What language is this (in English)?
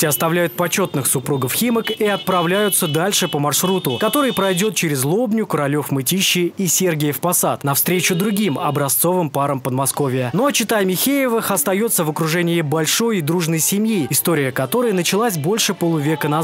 Russian